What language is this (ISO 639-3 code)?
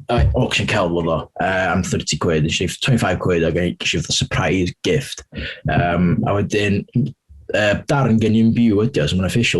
cym